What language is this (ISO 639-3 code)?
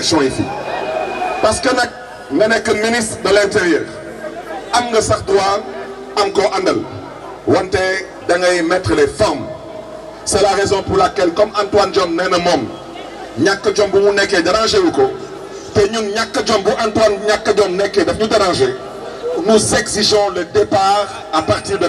wol